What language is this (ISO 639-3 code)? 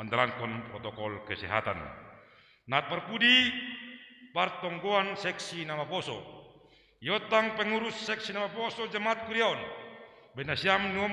bts